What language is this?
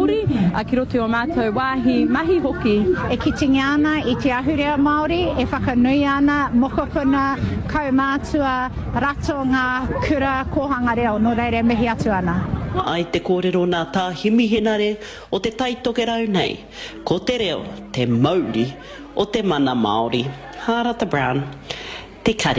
Māori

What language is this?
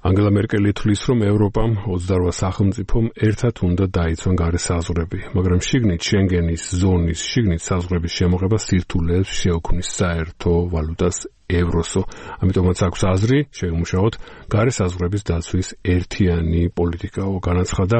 Georgian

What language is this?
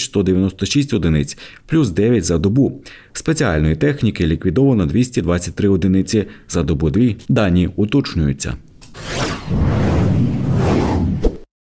Ukrainian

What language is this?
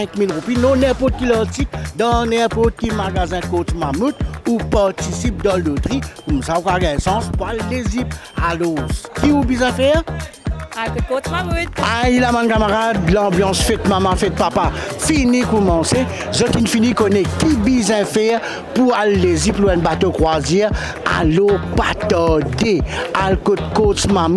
Morisyen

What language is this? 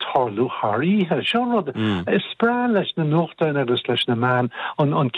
Irish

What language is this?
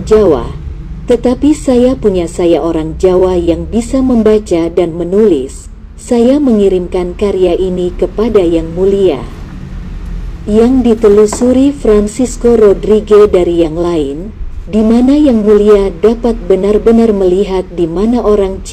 Indonesian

